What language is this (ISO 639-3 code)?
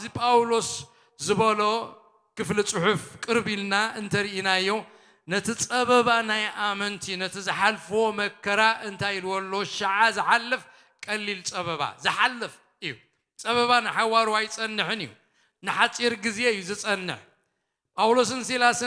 tir